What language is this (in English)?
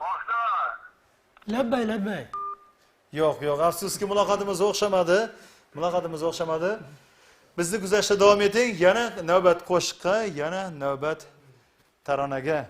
Kara-Kalpak